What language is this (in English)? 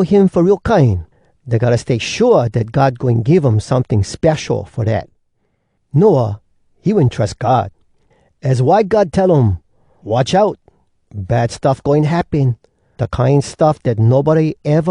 Hawai'i Creole English